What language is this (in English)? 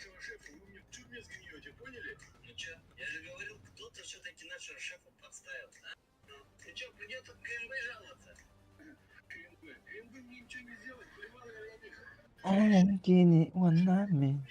Yakut